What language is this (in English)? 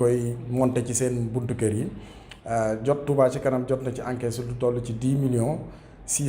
Wolof